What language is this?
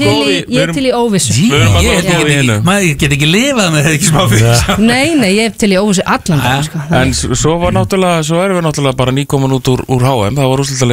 Icelandic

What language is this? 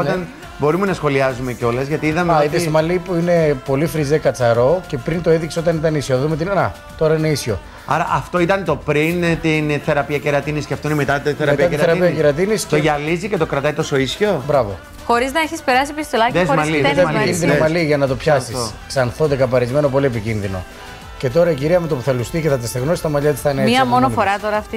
Greek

